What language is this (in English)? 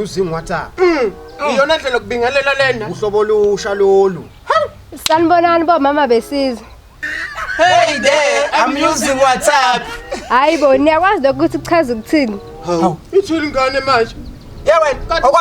Zulu